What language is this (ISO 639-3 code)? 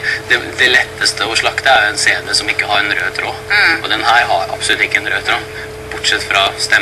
nor